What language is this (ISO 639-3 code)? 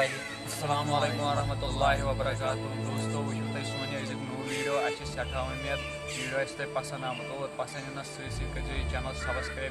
kas